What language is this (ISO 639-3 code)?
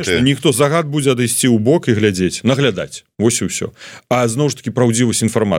bel